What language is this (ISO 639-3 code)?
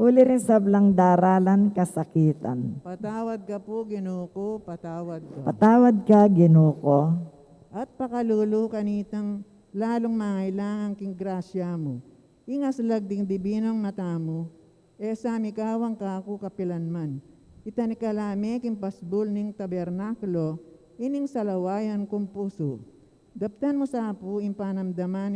pam